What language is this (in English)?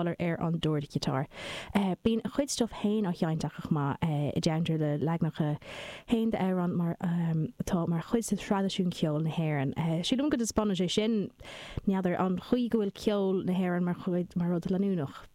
Irish